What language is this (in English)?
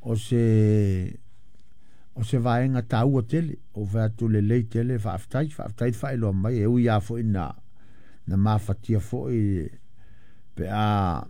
Samoan